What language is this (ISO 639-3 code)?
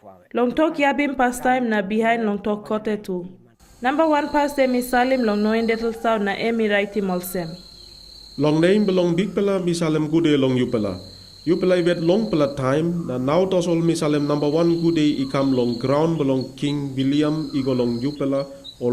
tpi